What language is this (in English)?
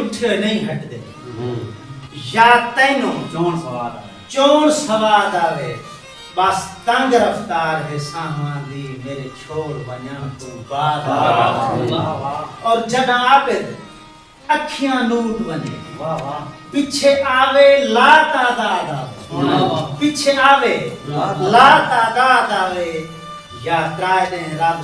Saraiki